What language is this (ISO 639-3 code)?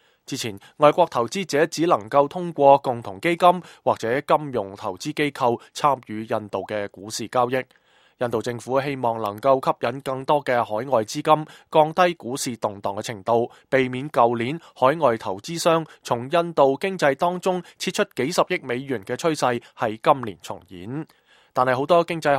yue